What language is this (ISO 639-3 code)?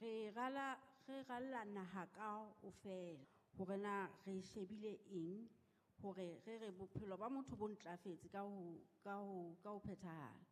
sot